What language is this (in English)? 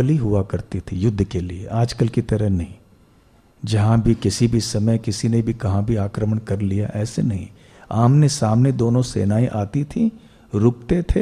Hindi